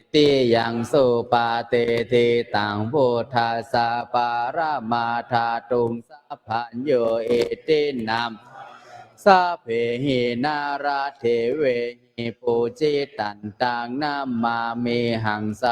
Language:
Pali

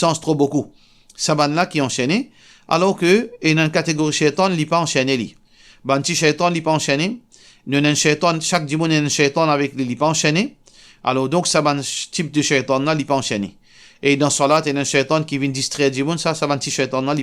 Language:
Morisyen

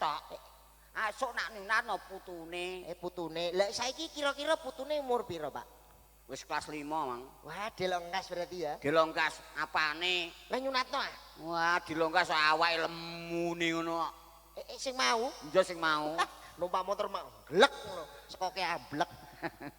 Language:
Javanese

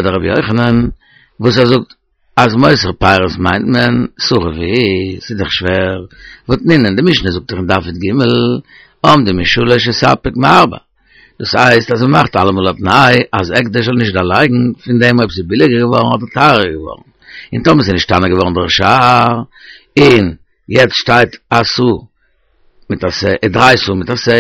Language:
Yiddish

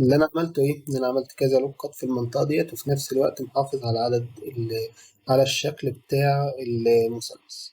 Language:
Egyptian Arabic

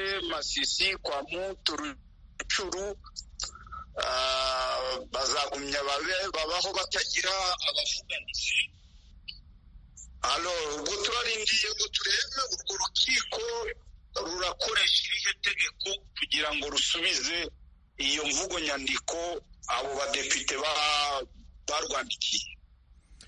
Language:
Kinyarwanda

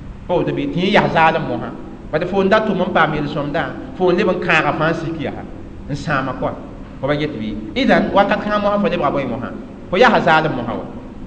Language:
Mossi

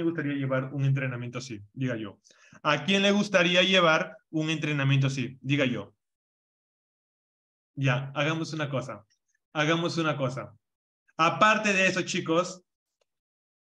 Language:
Spanish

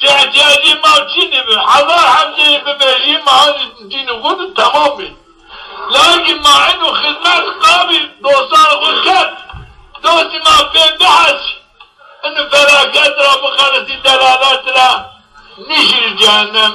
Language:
Zaza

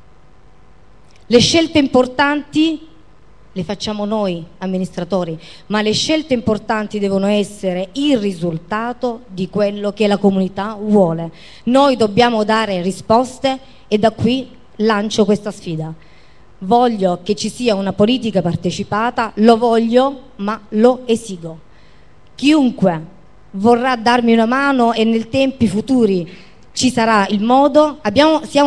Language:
Italian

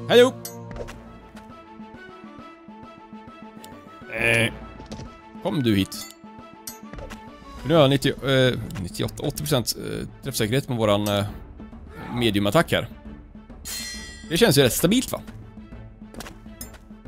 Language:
Swedish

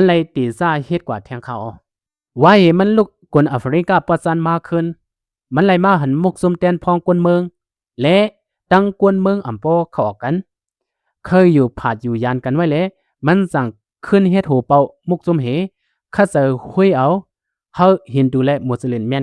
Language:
Shan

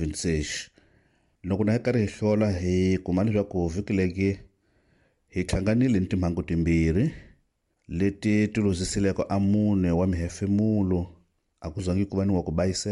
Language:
Tsonga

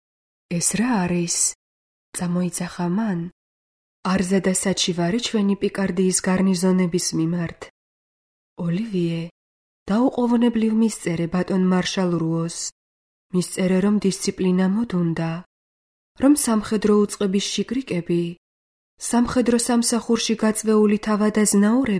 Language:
Georgian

